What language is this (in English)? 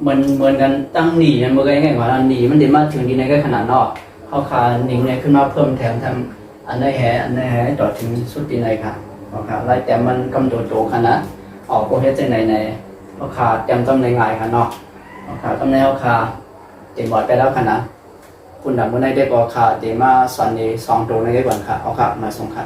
Shan